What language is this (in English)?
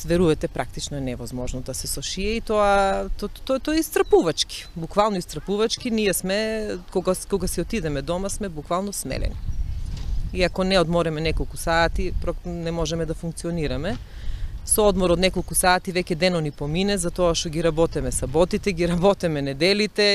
Macedonian